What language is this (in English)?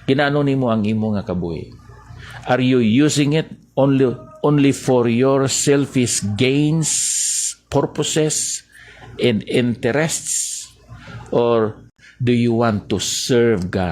Hiligaynon